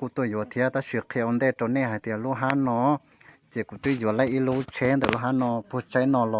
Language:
Hmong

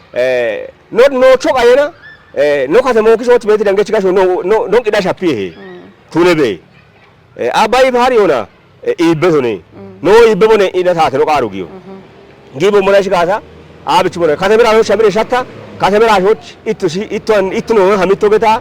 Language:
Kafa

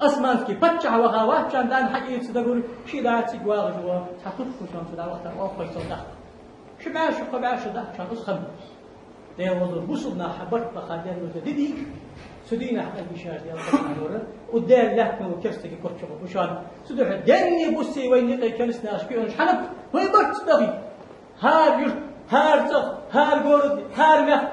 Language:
Ingush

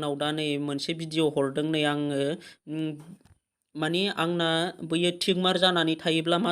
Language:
Bodo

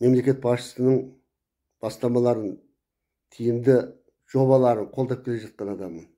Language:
Kazakh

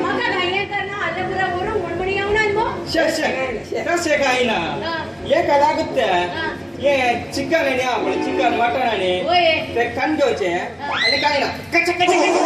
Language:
Konkani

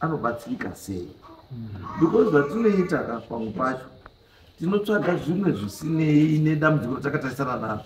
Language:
Shona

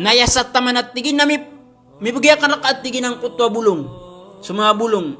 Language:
Maranao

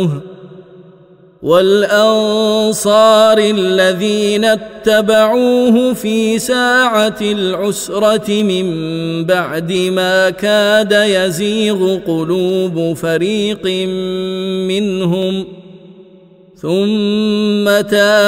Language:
Arabic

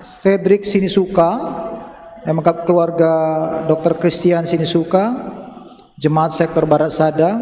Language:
Batak Karo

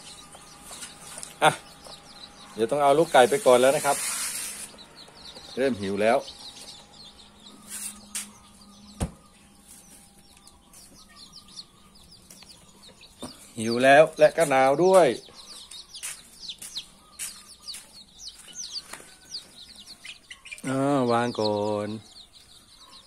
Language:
Thai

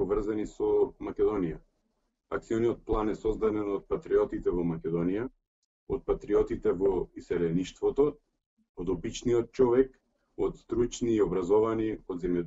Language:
Macedonian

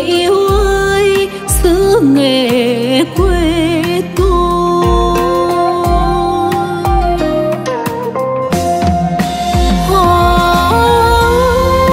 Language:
Vietnamese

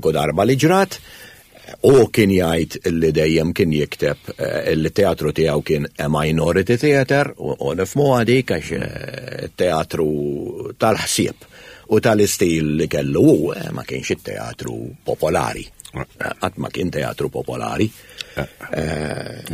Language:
Maltese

